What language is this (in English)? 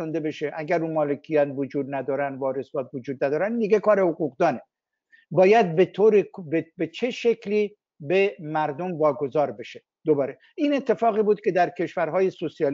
Persian